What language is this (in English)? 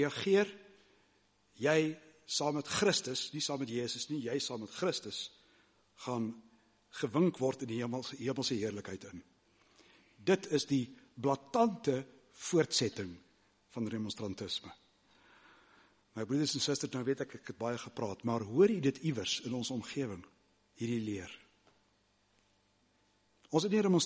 Afrikaans